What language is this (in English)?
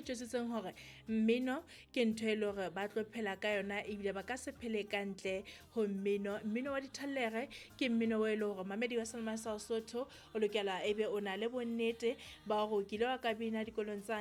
Southern Sotho